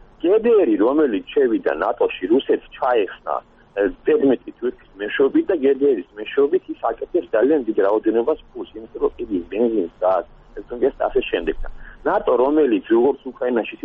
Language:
Georgian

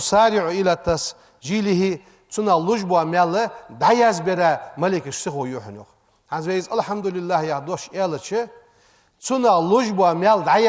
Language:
Ingush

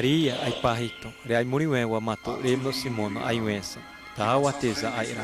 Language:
Xavánte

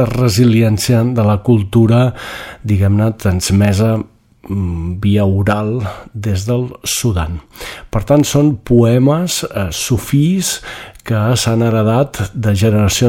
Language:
Catalan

